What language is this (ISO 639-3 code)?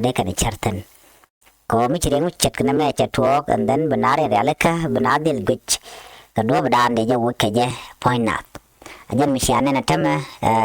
nus